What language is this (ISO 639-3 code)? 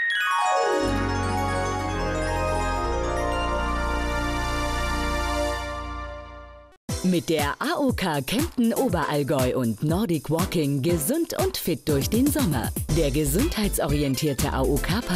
deu